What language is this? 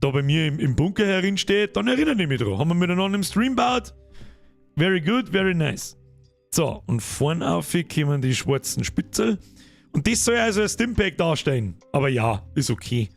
Bavarian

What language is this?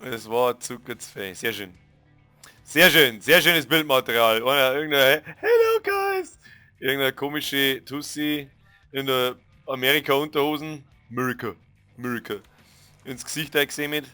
Bavarian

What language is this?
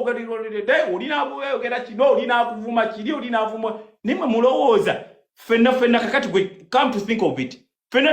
Ganda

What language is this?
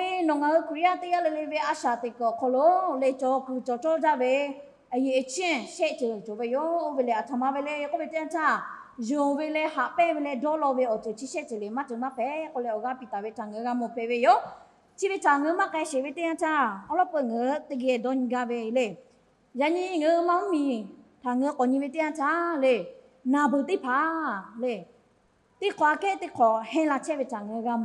Lahu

